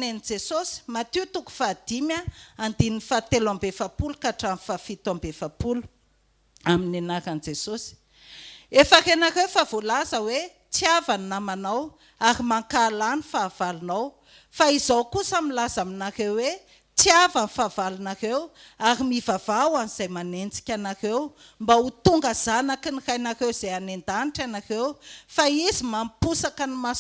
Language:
Malagasy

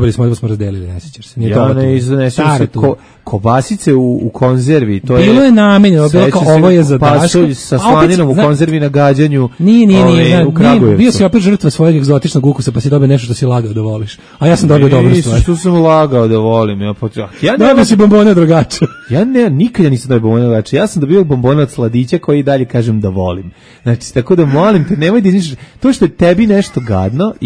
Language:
Serbian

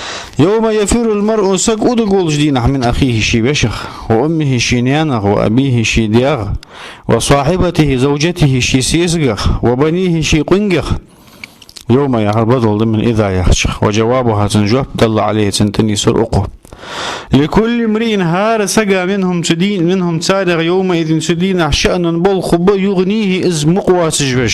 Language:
Ingush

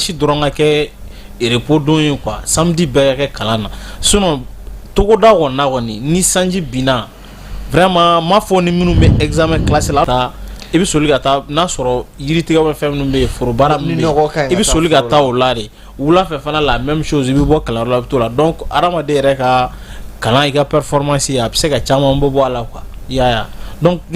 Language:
Bambara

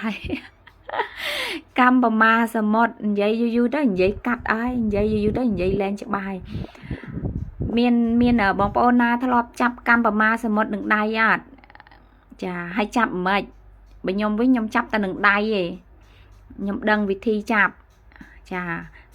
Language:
Khmer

